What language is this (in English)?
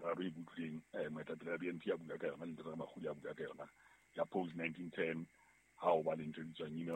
Southern Sotho